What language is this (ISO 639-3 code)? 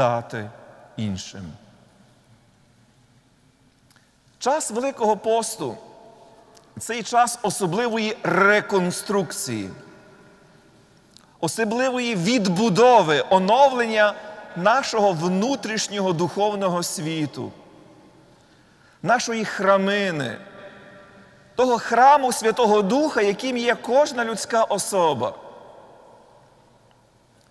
ukr